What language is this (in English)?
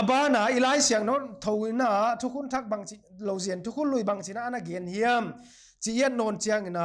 Paite Chin